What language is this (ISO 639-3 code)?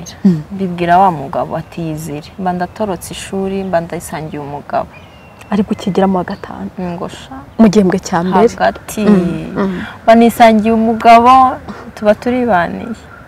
kin